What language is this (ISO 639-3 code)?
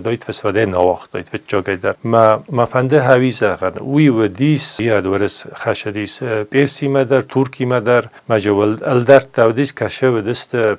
oss